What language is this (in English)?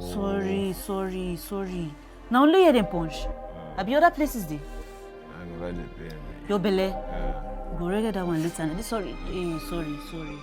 Nigerian Pidgin